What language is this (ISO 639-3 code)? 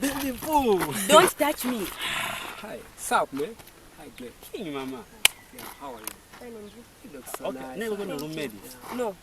loz